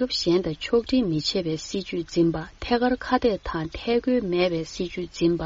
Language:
Tibetan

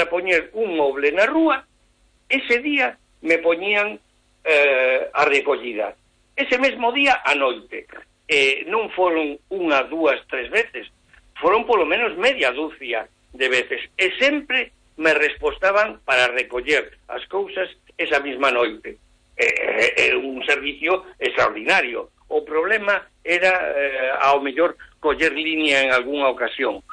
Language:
Galician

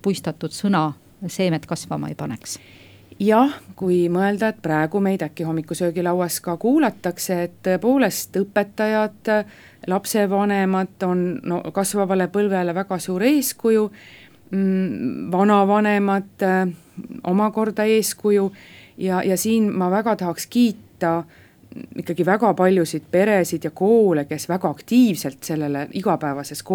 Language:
Estonian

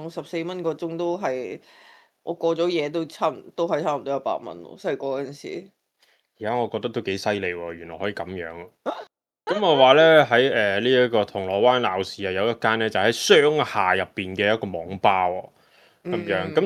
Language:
Cantonese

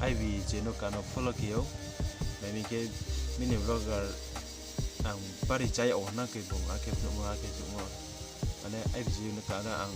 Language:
Riang (India)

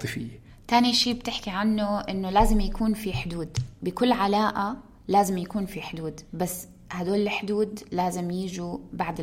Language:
North Levantine Arabic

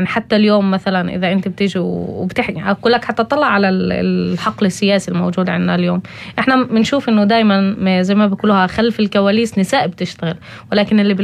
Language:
North Levantine Arabic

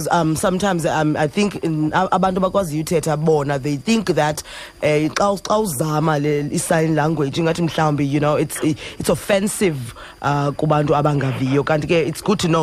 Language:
Xhosa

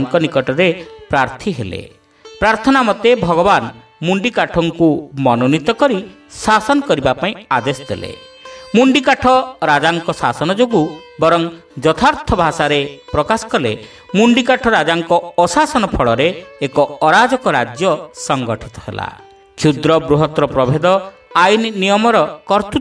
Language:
Odia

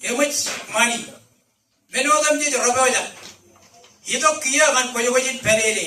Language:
Marshallese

